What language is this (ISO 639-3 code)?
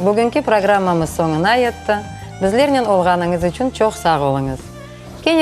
crh